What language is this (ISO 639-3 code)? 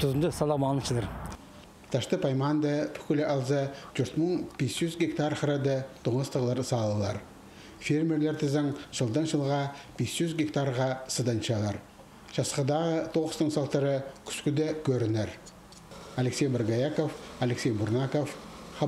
kjh